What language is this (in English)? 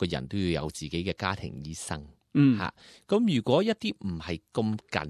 Cantonese